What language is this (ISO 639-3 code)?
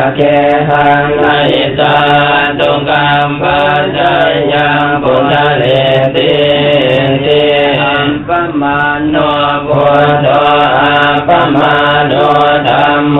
pli